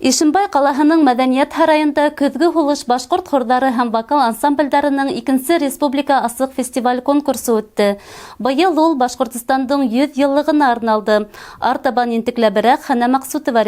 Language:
Bashkir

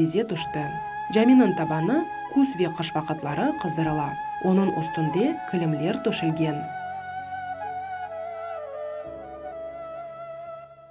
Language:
Crimean Tatar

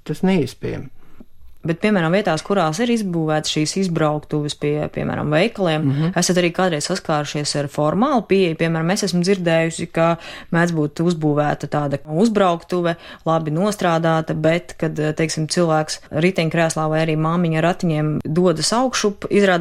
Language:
Latvian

